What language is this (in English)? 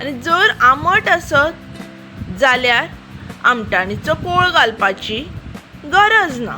Konkani